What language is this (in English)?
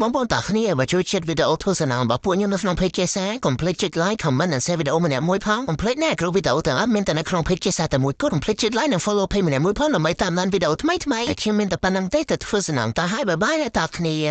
Khmer